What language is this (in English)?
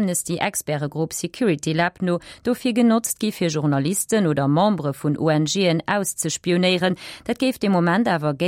Luxembourgish